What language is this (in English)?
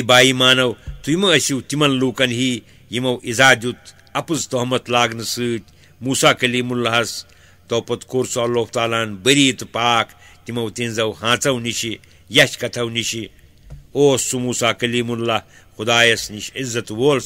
Kashmiri